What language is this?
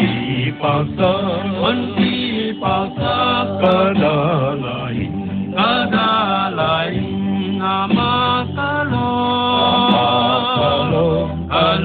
Paite Chin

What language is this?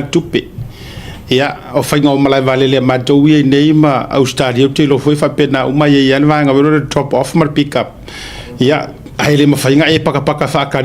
Samoan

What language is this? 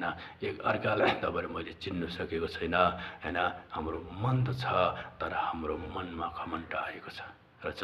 Nepali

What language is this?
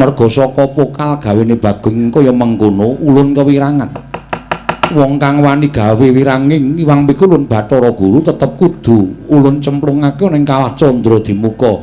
Javanese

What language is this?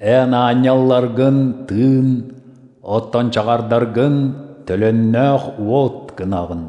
Yakut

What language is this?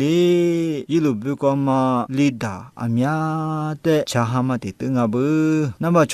Lisu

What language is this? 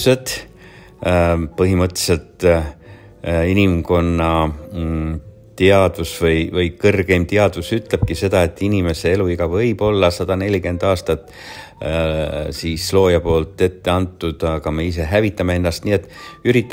Estonian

